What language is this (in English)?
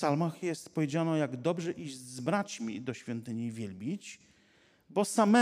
Polish